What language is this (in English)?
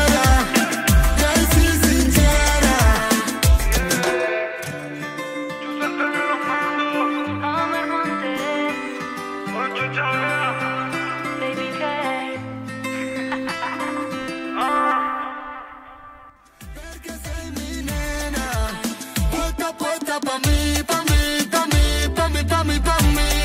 Italian